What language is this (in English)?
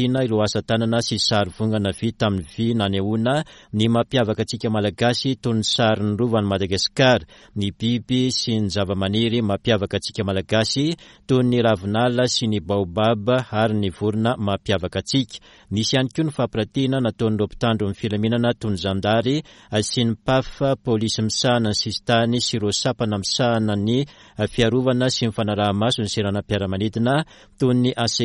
Malagasy